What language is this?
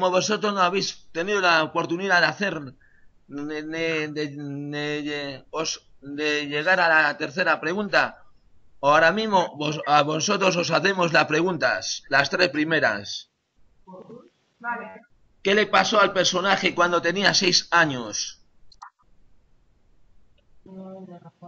Spanish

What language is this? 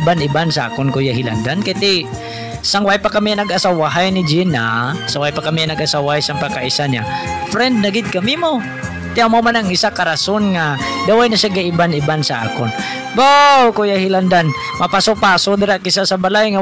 Hiligaynon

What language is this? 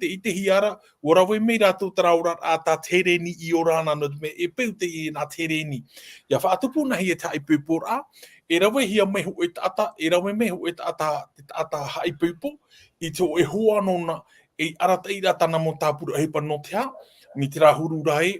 Tahitian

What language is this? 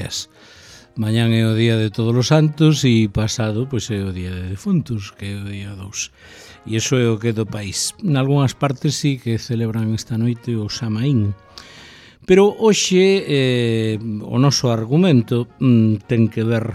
Galician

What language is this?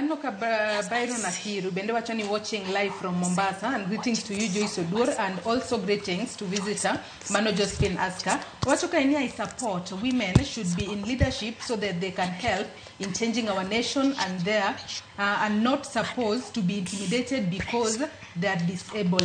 Luo (Kenya and Tanzania)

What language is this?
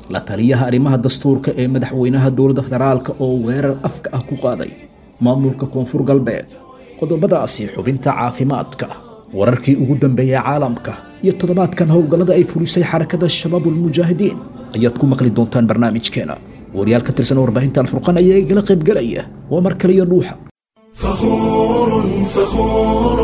Somali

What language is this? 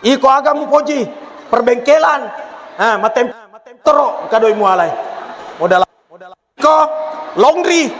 Buginese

